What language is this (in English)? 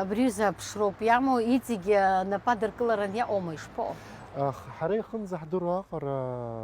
Abkhazian